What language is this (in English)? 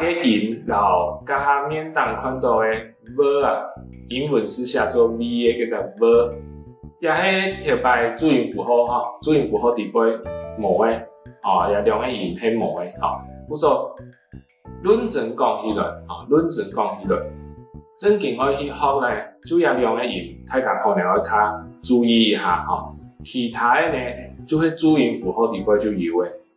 Hakka Chinese